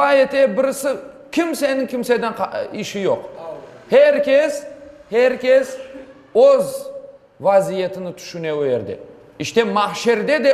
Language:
Crimean Tatar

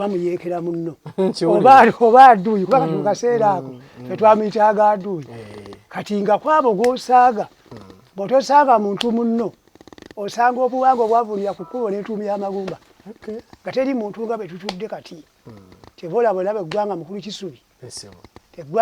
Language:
Ganda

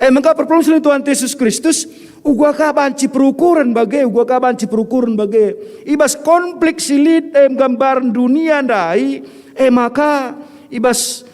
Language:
Batak Karo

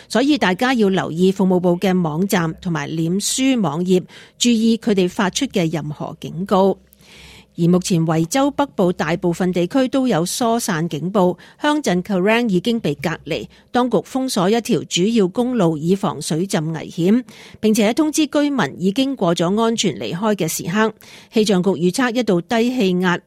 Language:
Cantonese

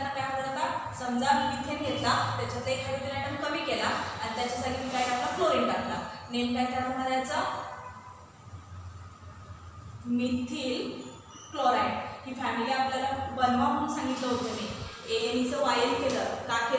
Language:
Marathi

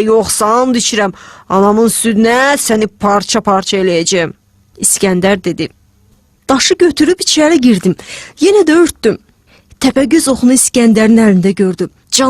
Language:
Azerbaijani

